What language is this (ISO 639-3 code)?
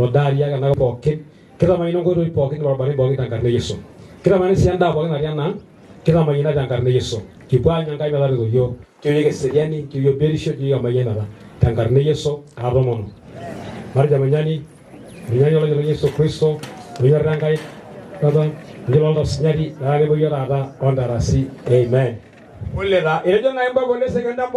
mas